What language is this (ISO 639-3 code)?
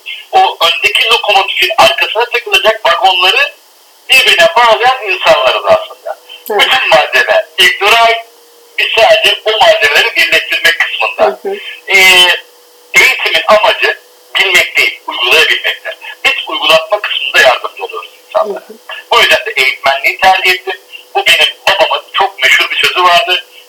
tur